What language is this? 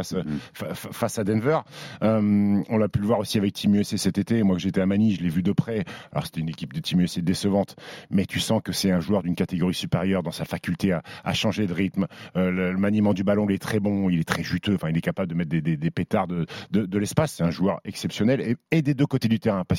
French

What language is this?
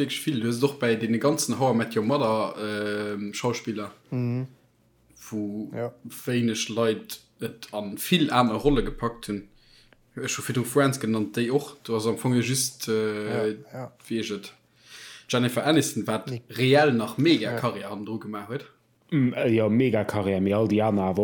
Luxembourgish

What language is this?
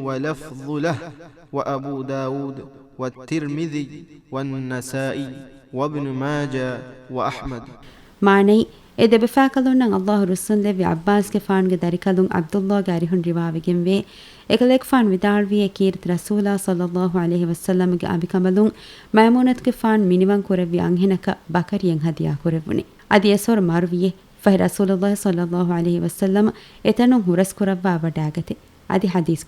Divehi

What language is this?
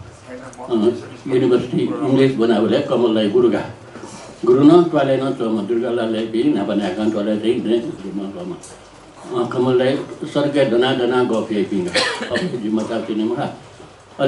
Newari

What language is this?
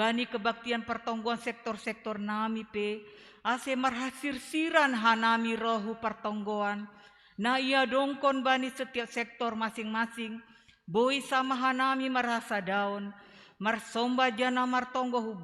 Batak Simalungun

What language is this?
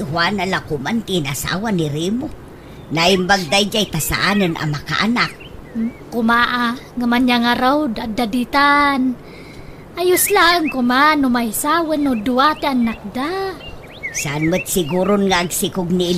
Iloko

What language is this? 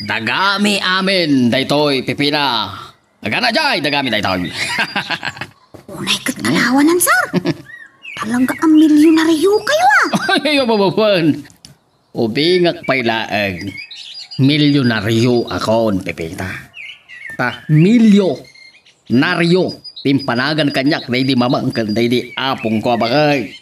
Iloko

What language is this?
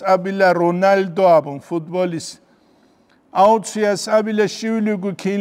Avaric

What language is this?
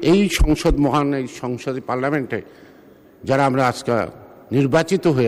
Bangla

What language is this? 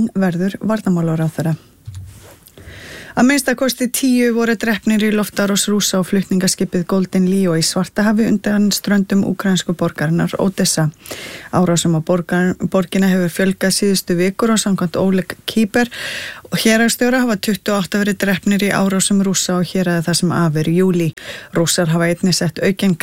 Icelandic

